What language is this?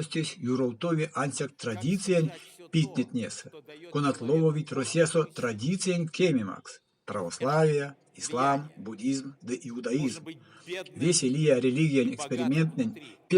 Erzya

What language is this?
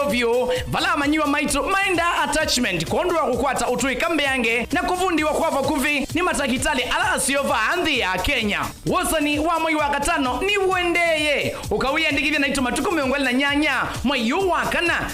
Kamba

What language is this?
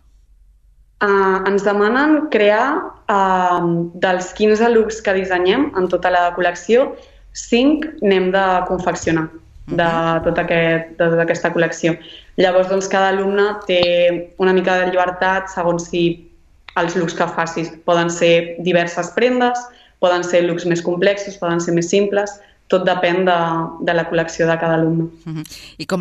Catalan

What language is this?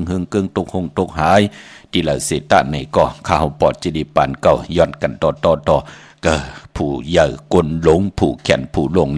Shan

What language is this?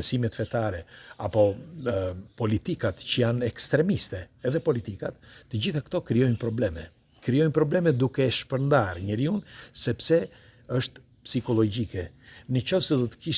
Albanian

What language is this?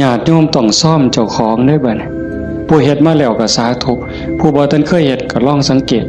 Northeastern Thai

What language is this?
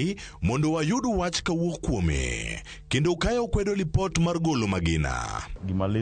Luo (Kenya and Tanzania)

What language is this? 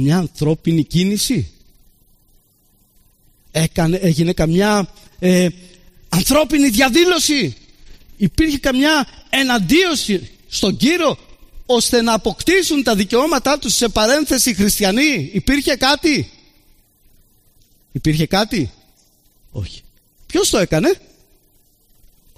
Greek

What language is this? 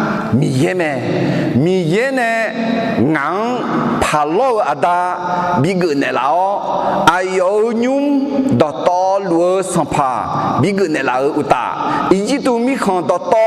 Akha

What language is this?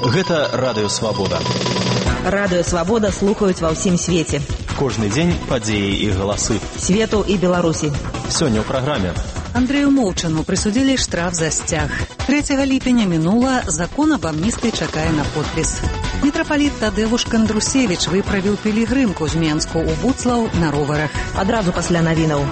Belarusian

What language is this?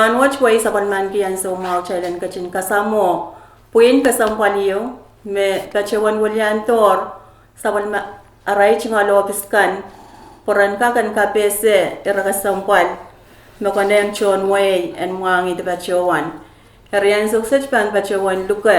Pohnpeian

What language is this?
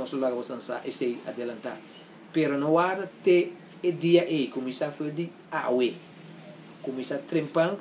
Papiamento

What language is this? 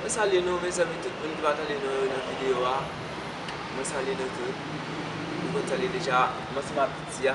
Haitian Creole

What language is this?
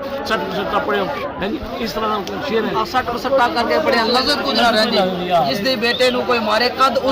Pahari-Potwari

